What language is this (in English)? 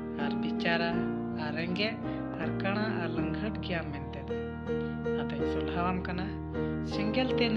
Santali